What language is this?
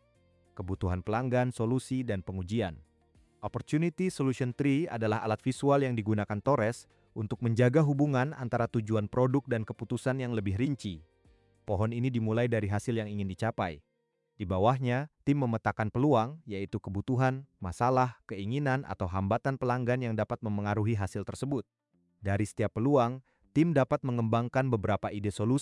Indonesian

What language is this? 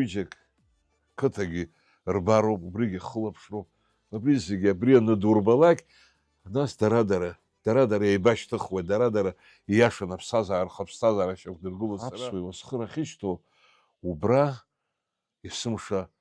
Abkhazian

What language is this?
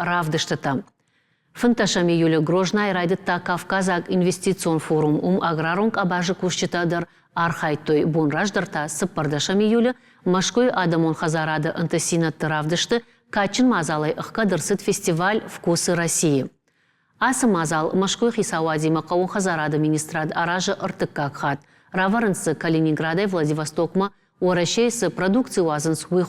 Ossetic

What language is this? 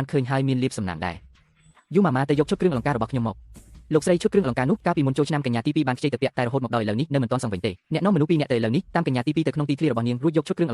Khmer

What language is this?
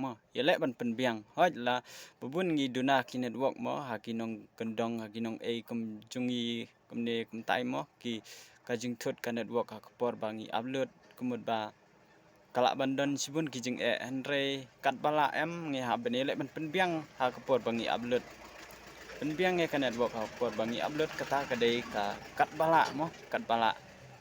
Khasi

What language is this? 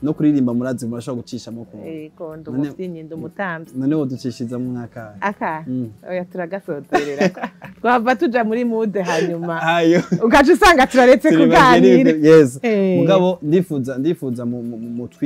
Rundi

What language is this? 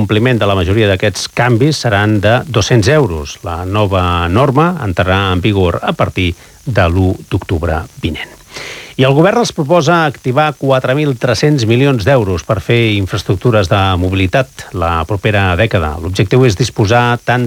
Catalan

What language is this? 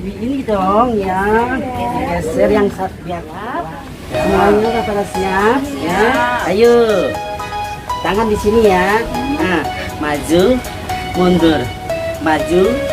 Betawi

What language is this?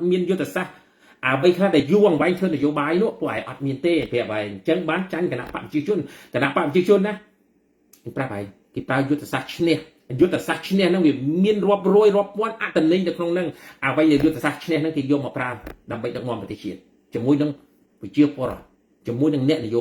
Khmer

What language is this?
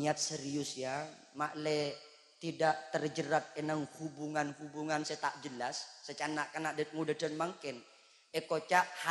Madurese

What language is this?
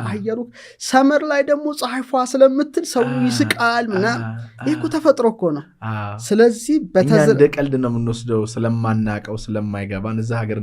Amharic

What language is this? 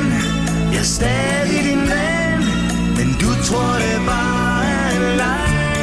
Danish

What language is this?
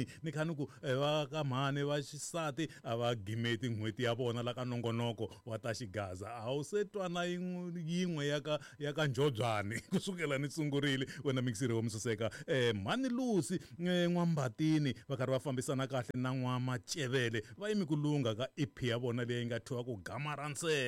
Tsonga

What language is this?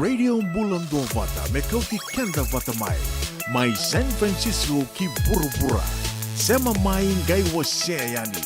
Fijian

